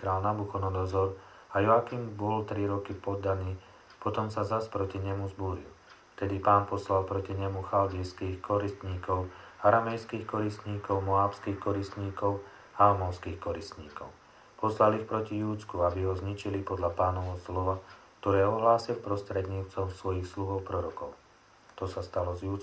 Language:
Slovak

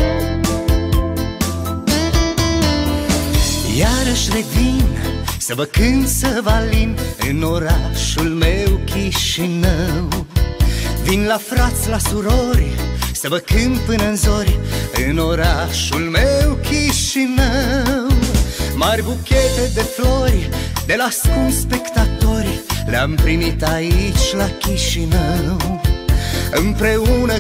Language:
Romanian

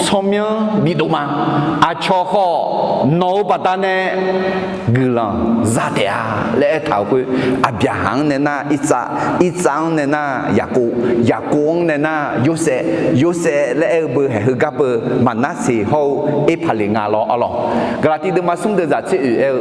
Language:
Akha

